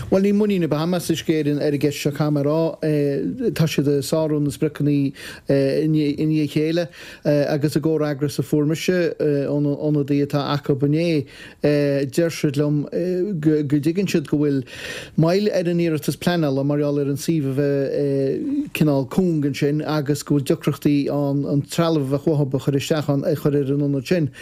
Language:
Irish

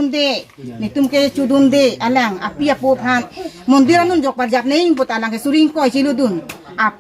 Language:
Karbi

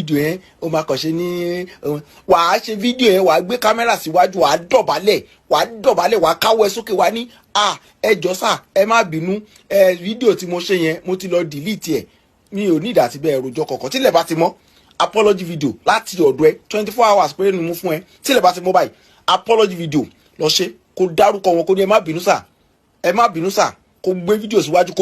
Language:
Yoruba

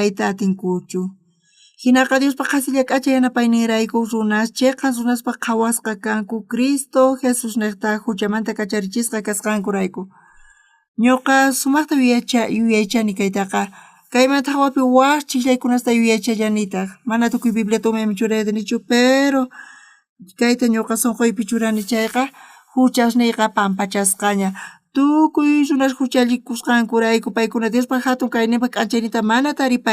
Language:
South Bolivian Quechua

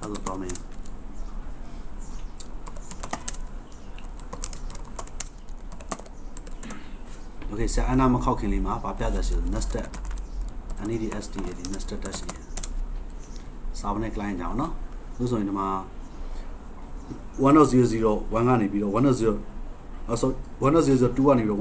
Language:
Burmese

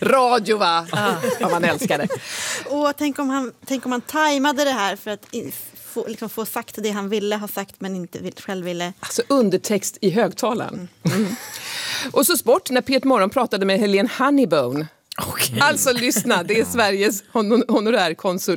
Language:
Swedish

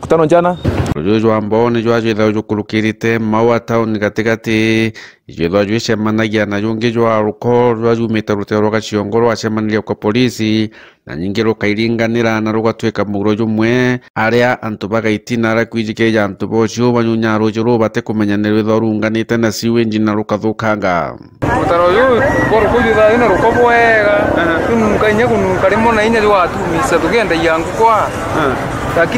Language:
Meru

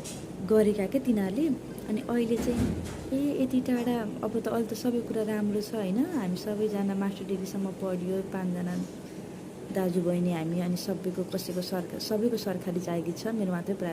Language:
Nepali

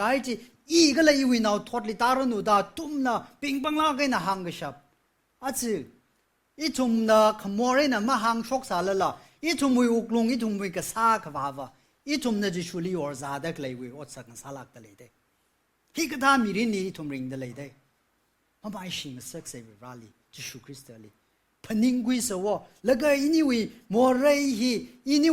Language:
Tangkhul Naga (India)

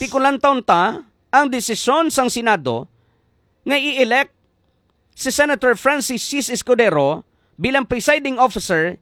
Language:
Hiligaynon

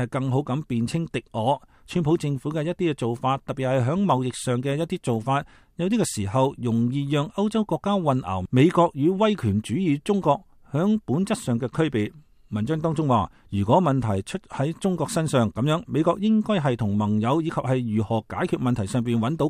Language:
Cantonese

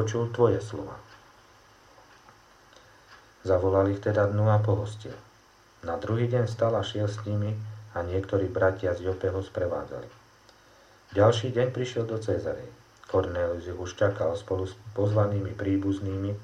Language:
Slovak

